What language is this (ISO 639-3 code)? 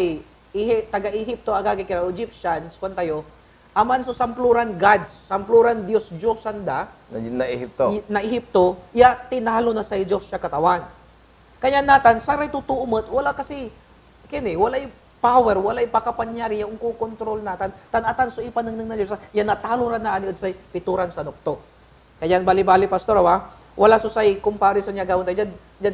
pag